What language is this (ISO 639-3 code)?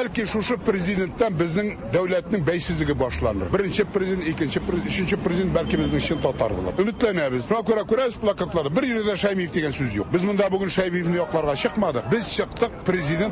tat